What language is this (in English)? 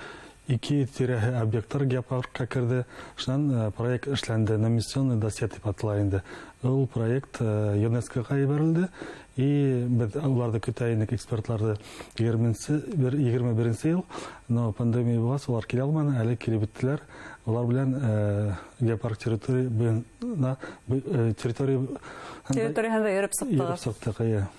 Bashkir